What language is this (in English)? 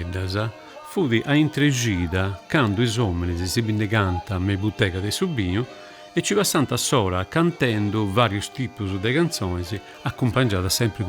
Sardinian